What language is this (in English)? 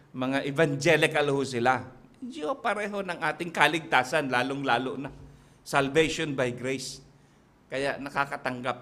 Filipino